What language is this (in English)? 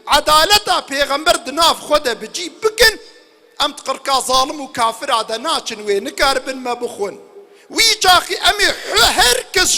Kurdish